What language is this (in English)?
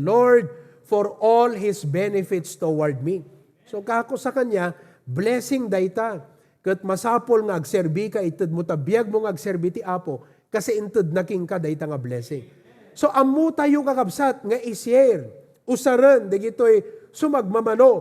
Iloko